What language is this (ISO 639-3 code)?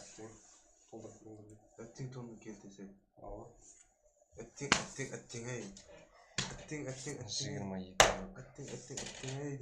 kaa